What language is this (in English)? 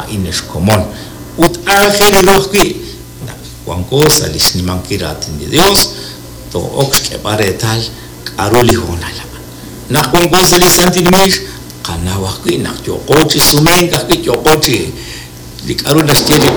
Kekchí